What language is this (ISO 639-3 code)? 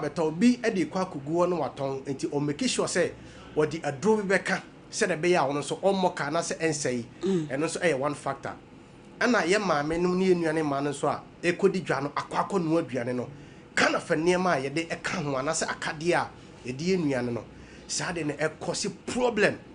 aka